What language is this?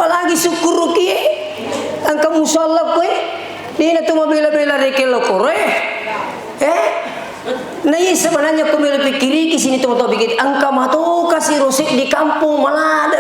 Buginese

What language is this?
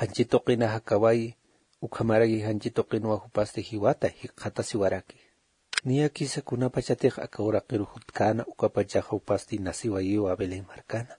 Aymara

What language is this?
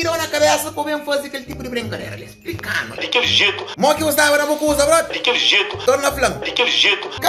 Kabuverdianu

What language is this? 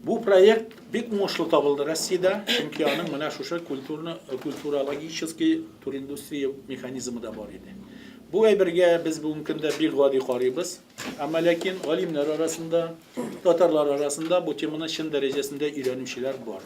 Tatar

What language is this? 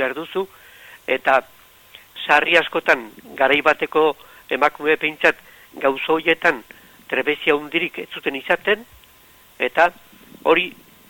Basque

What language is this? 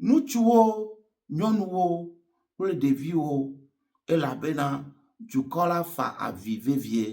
Ewe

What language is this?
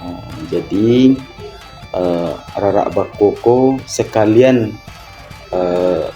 Minangkabau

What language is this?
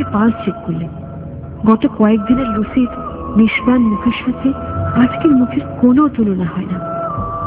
Bangla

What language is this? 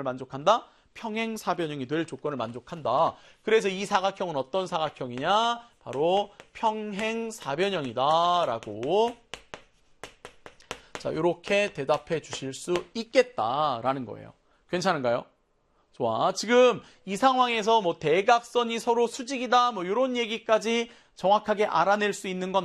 Korean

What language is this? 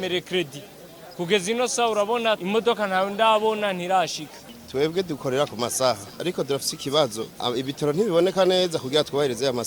Rundi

